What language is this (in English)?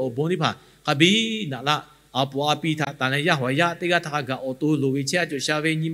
Lahu